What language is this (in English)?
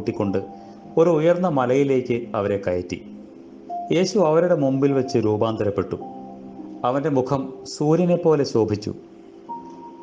Malayalam